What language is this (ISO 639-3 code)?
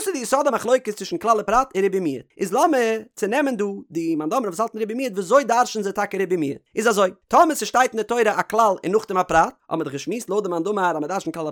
yid